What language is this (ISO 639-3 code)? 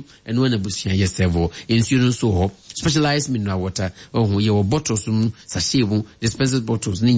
aka